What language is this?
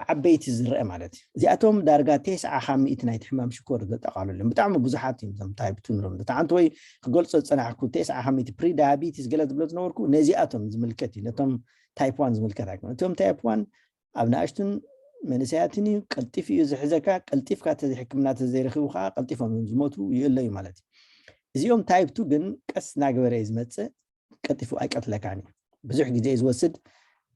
Tigrinya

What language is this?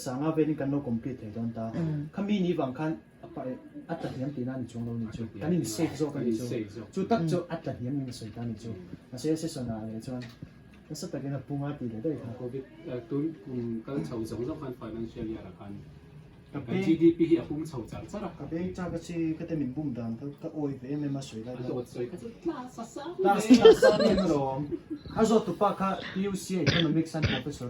Mizo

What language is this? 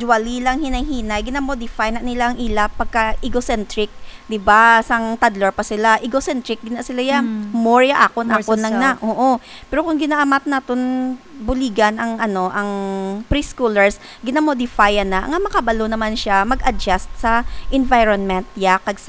Hiligaynon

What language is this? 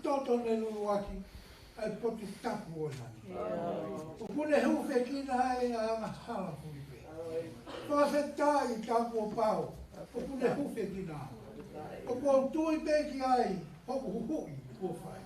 Tongan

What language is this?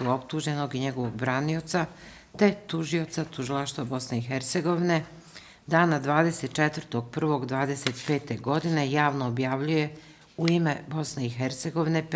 Bosnian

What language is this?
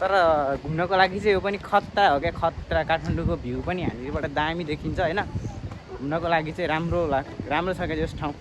Nepali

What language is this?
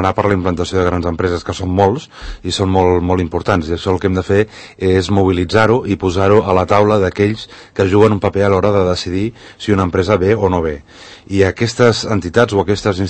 Catalan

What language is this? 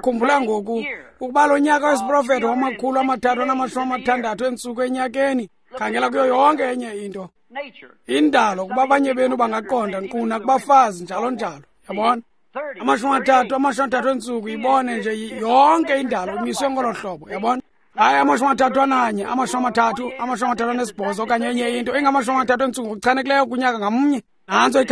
Xhosa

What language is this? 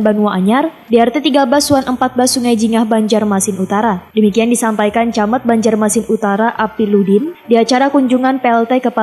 Banjar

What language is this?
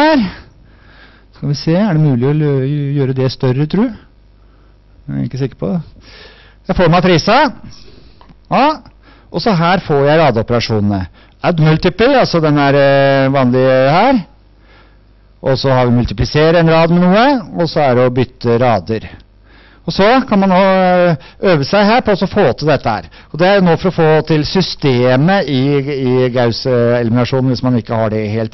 Norwegian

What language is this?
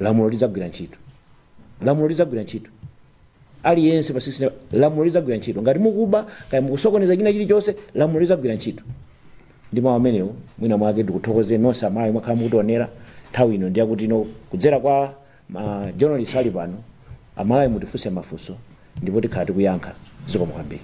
Nyanja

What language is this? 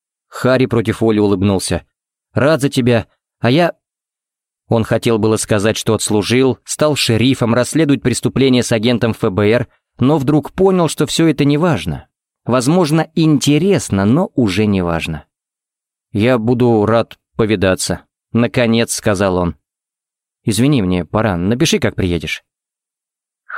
Russian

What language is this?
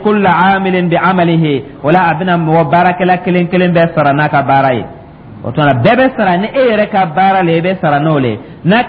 Dyula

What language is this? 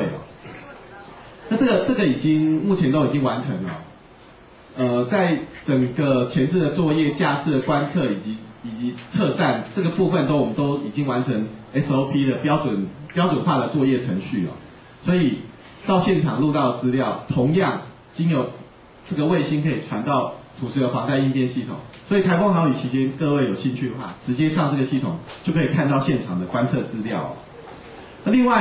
Chinese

